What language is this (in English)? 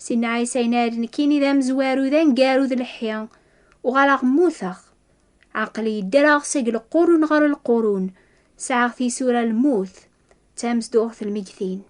Kabyle